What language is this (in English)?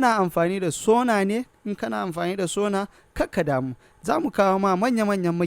Hausa